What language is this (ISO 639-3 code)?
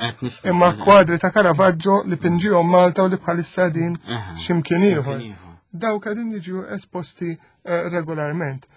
mlt